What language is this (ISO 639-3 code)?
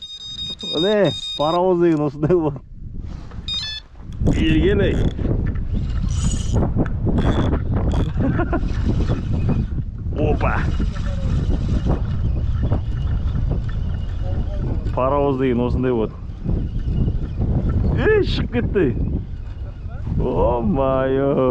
kaz